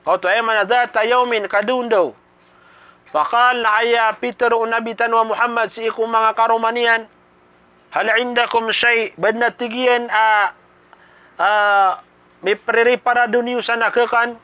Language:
Maranao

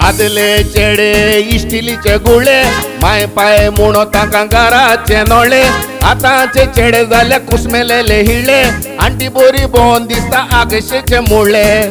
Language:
Konkani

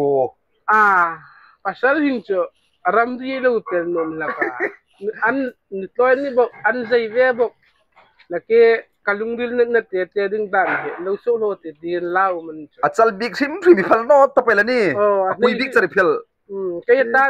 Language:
Hmar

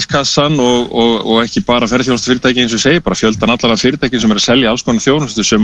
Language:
Icelandic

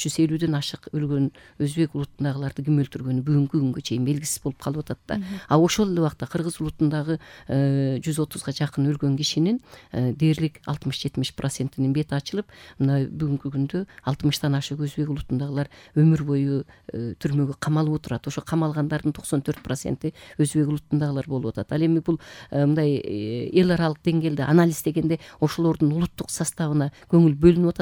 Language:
Kyrgyz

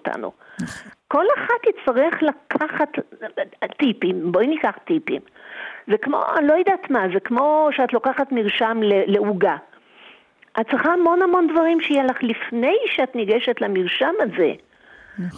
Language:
Hebrew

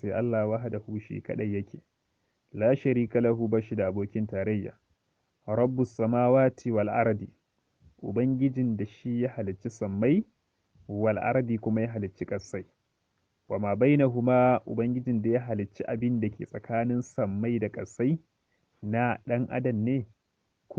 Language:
Hausa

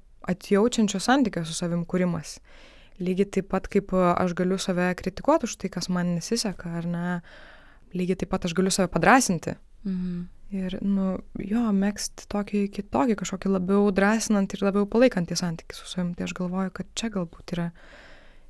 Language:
Lithuanian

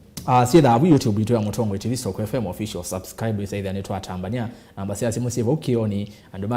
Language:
Kamba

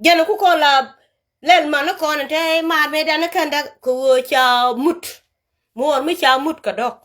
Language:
Nuer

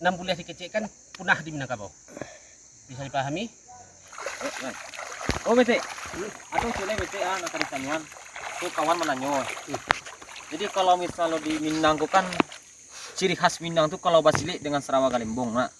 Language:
Minangkabau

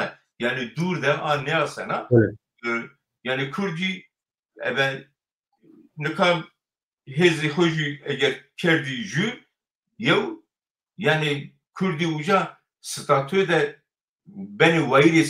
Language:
Zaza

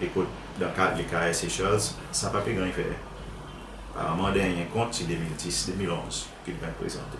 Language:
Seselwa Creole French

